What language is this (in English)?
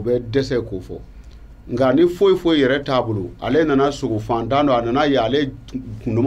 Bambara